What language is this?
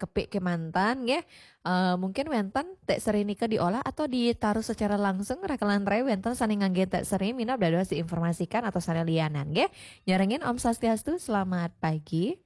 Balinese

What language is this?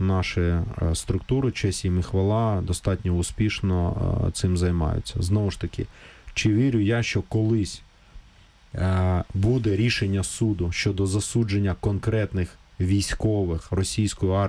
Ukrainian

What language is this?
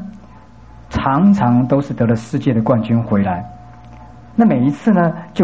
Chinese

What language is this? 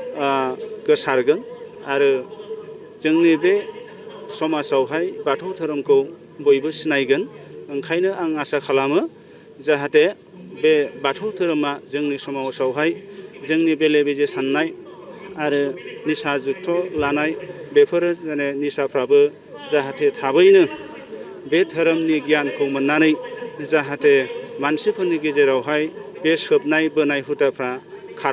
Bodo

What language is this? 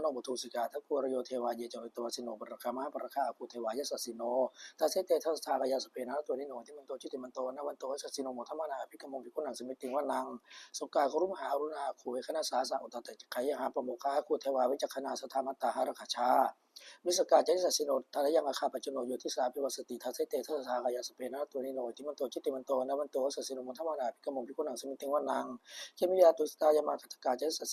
Pali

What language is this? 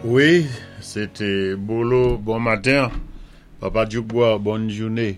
Saint Lucian Creole French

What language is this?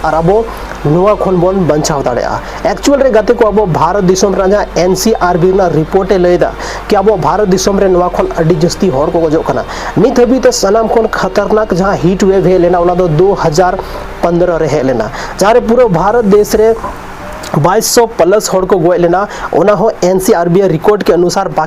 Santali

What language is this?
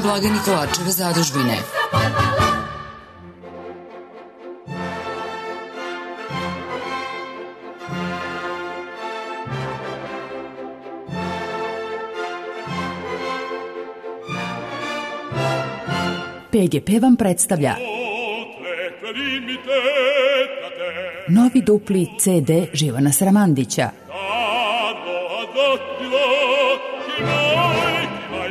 Serbian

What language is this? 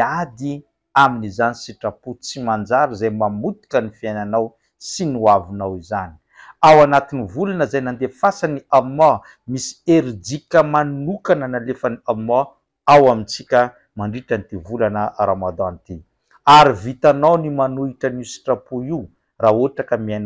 Malagasy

